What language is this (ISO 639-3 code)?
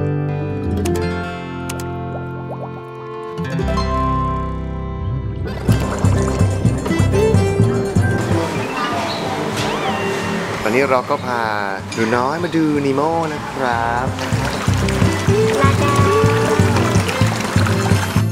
tha